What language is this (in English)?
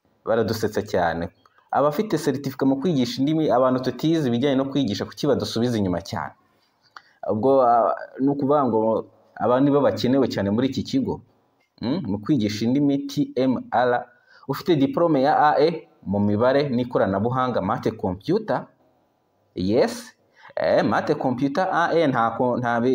Kinyarwanda